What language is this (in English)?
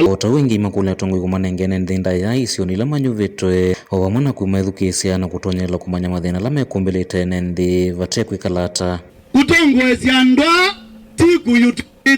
Kamba